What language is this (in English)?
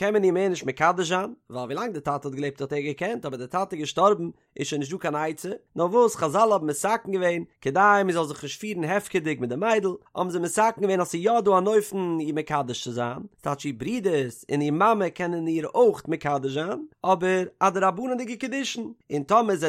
Yiddish